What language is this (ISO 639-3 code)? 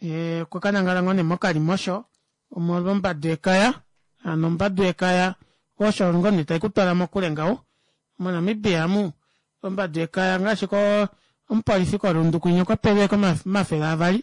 kua